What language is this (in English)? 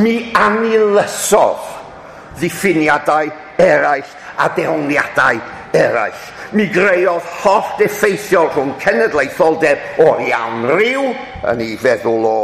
Welsh